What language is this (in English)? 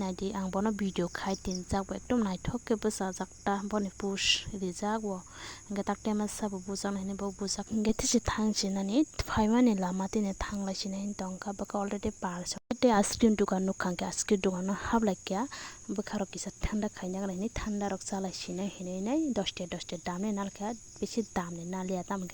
Kok Borok